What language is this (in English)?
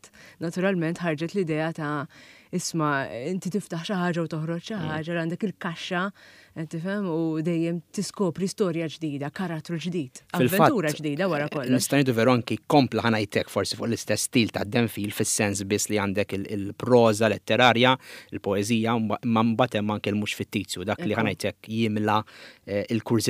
Maltese